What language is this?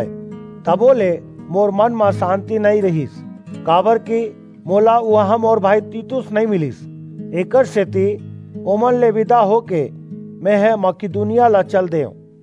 Chhattisgarhi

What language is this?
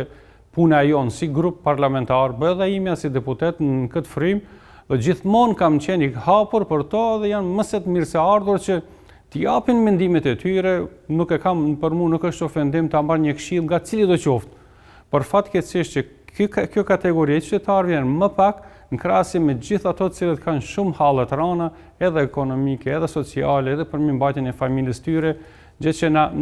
Albanian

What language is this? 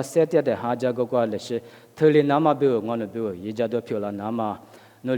Lisu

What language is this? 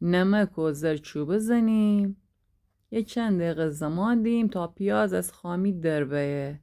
Gilaki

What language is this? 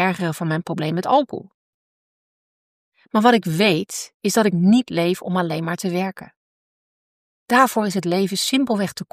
Dutch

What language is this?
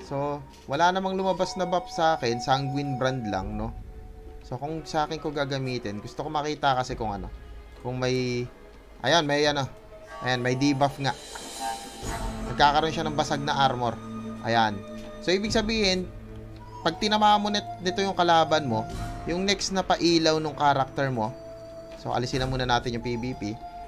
Filipino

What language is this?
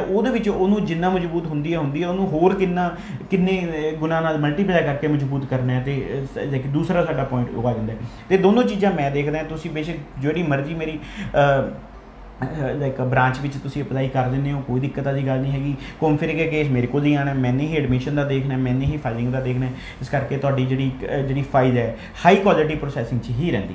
Punjabi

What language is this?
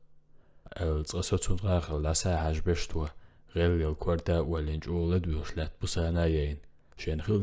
Chechen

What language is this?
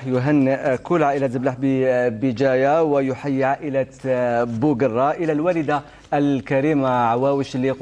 Algerian Arabic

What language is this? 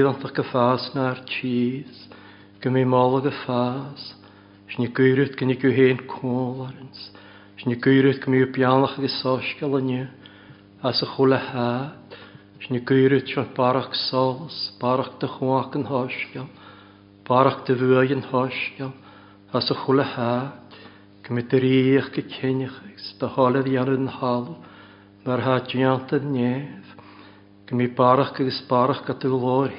Welsh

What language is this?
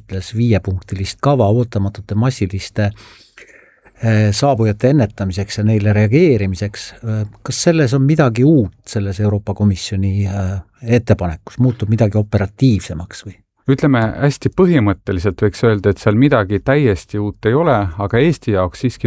Estonian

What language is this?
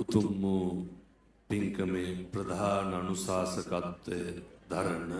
Sinhala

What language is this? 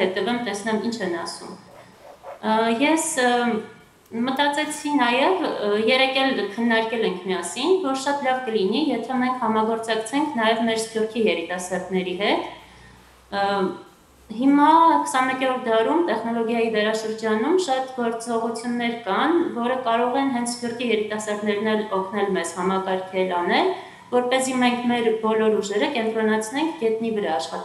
Armenian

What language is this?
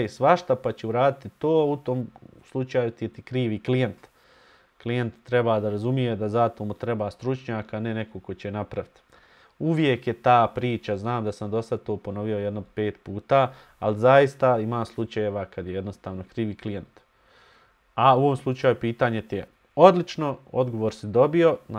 Bosnian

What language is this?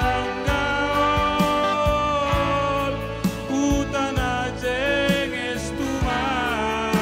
Batak Simalungun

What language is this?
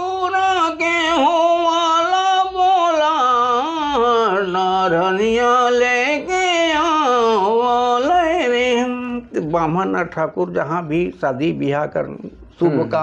Sadri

